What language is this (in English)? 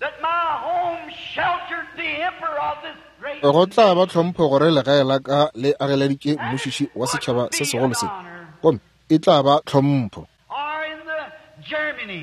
Northern Sotho